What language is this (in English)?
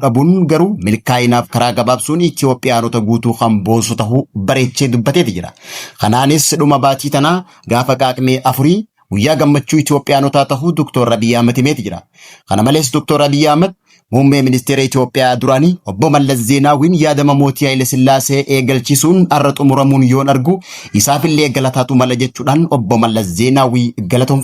Oromo